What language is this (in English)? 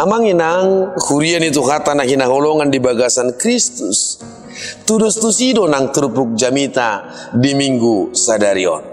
Batak Toba